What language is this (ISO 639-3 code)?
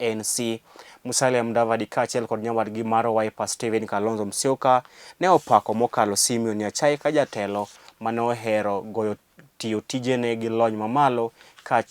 luo